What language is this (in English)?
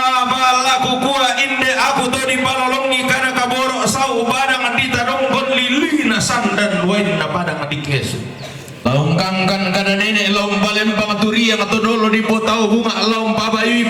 Toraja-Sa'dan